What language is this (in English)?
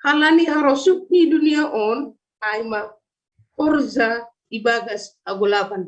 Batak Simalungun